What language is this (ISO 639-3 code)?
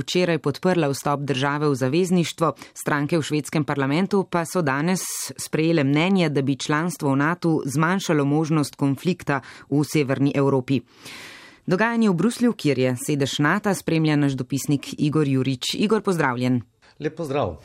slv